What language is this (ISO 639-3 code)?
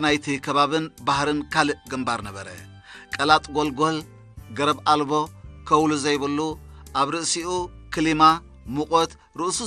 tir